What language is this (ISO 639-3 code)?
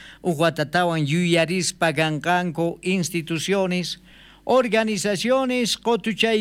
quh